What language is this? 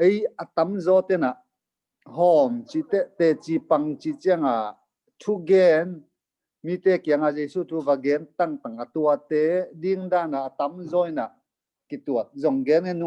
Tedim Chin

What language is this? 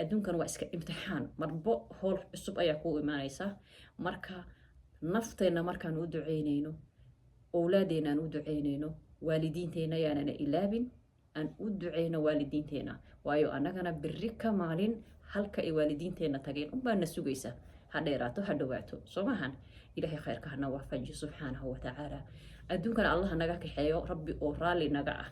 Somali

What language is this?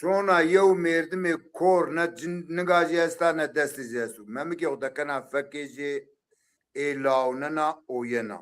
Zaza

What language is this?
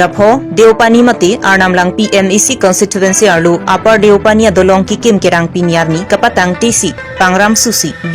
Karbi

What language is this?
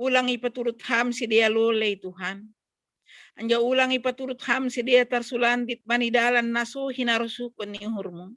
Batak Simalungun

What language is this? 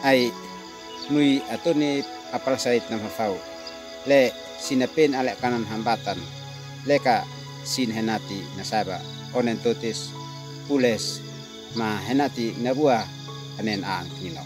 Uab Meto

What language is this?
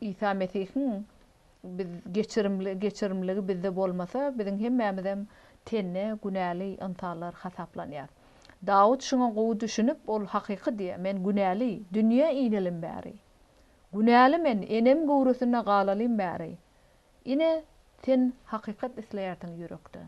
Turkmen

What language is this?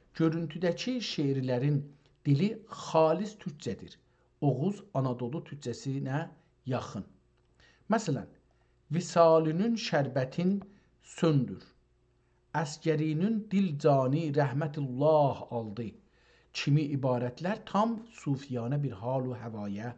South Azerbaijani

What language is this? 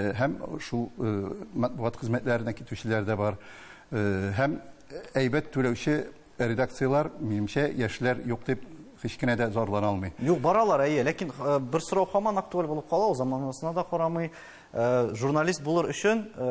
Tatar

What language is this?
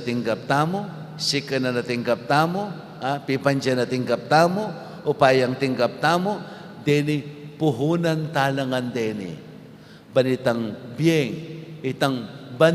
Pampanga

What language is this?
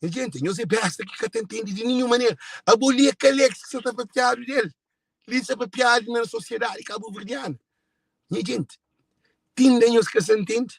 Kabuverdianu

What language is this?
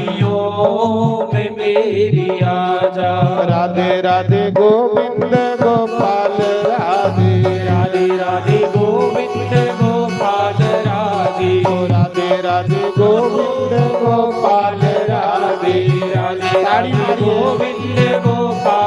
Dogri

